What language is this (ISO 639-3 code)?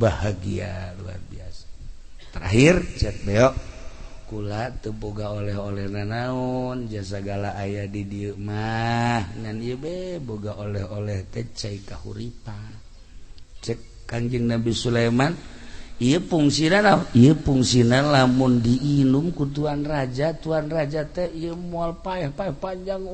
sun